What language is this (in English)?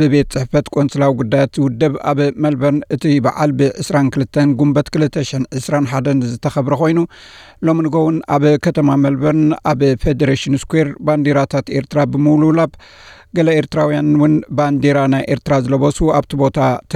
Tigrinya